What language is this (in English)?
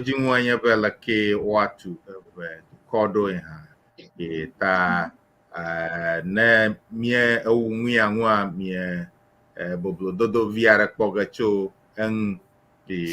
Ewe